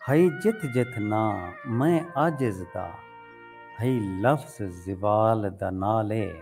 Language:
Saraiki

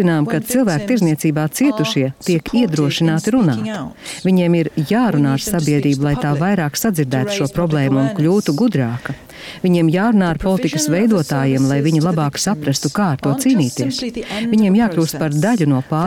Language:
Latvian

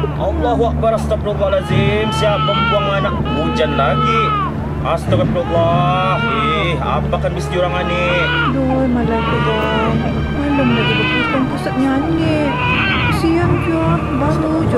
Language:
Malay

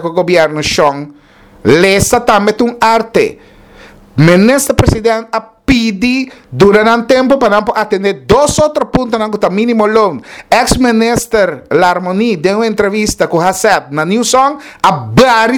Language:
Papiamento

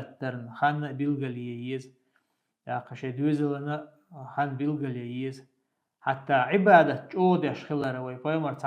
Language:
Chechen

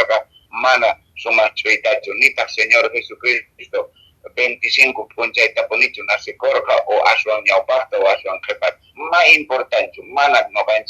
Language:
Quechua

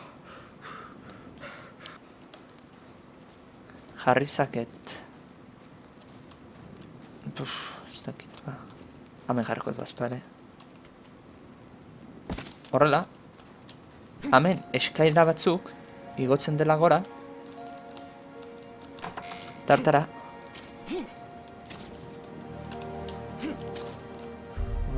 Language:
Basque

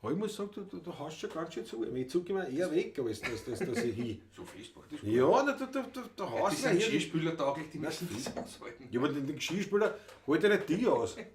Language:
Bavarian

